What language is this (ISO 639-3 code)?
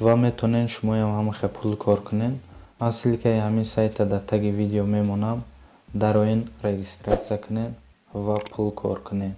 tgk